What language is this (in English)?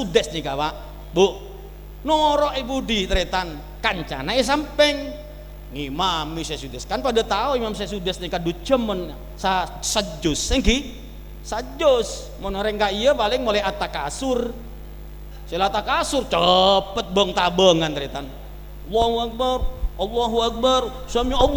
Madurese